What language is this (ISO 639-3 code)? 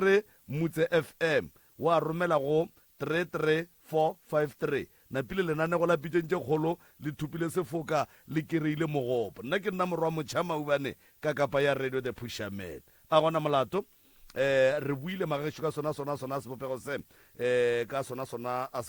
nso